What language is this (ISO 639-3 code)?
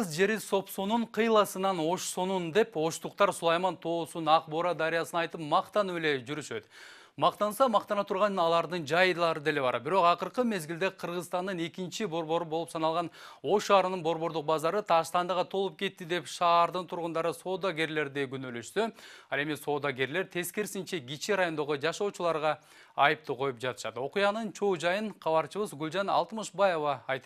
kir